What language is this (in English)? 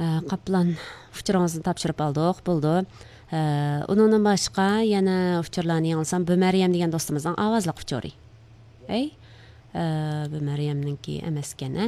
Uyghur